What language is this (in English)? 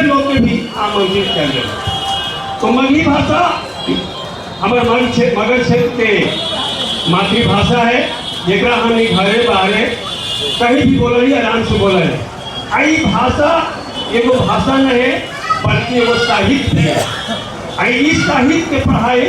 Magahi